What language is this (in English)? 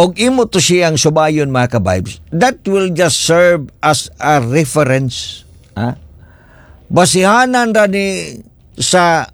Cebuano